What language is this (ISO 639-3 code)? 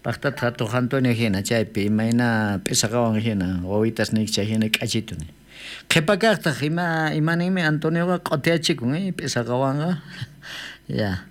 quh